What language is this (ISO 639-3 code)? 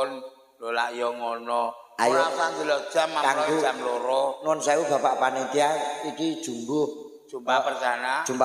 jav